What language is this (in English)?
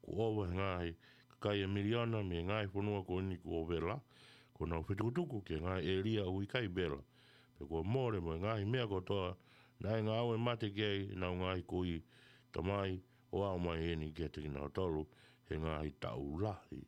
Tongan